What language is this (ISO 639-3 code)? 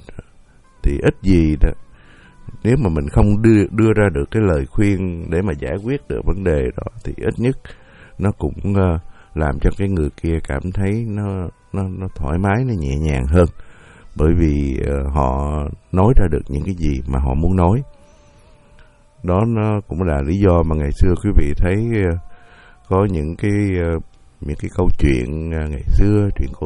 vie